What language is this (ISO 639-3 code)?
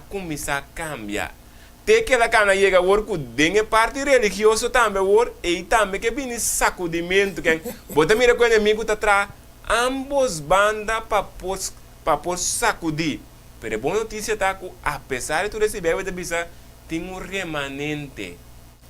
pap